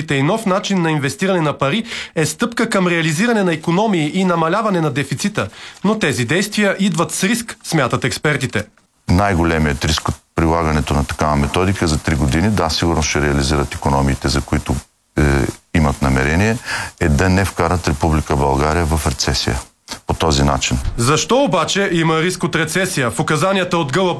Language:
Bulgarian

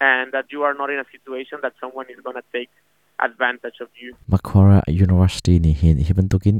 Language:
Hakha Chin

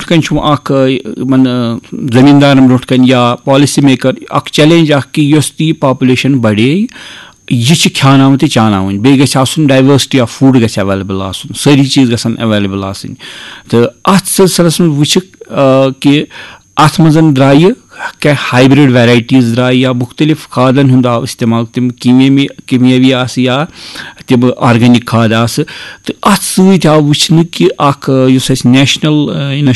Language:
Kashmiri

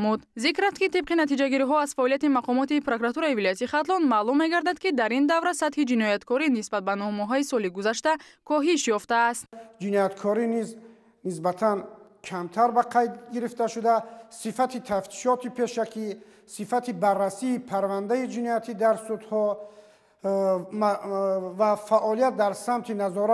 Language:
Tajik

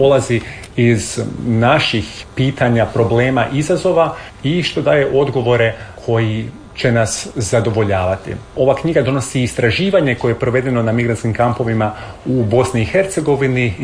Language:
Croatian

